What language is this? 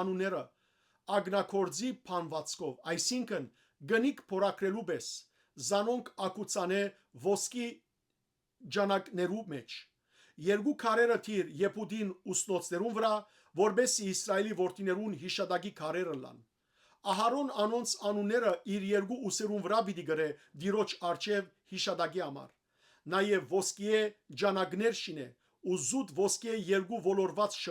Western Armenian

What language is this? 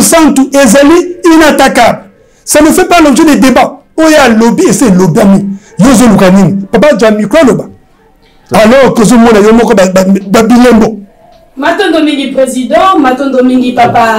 Lingala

